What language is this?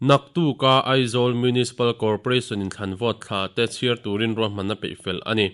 Mizo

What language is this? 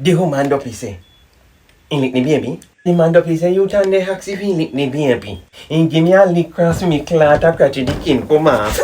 Jamaican Creole English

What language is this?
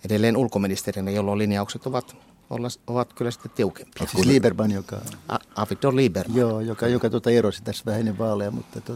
Finnish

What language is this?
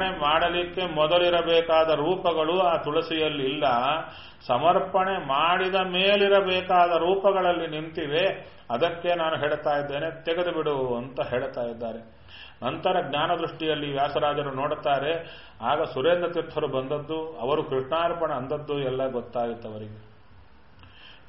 Kannada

